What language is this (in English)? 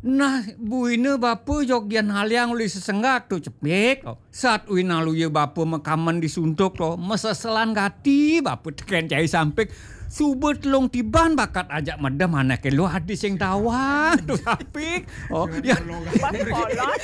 Balinese